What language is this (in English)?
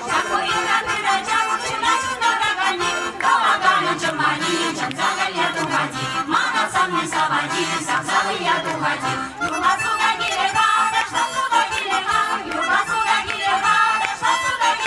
Chuvash